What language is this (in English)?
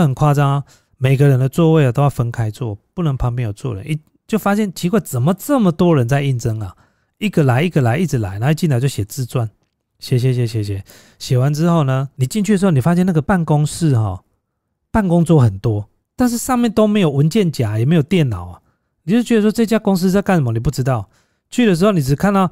Chinese